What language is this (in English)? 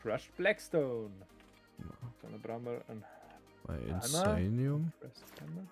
Bavarian